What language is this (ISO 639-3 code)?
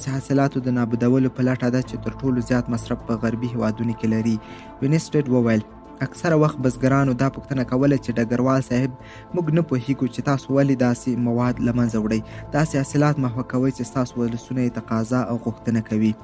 pus